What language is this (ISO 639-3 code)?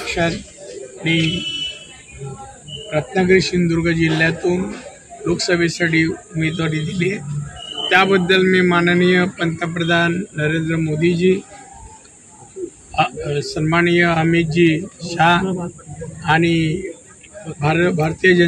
mar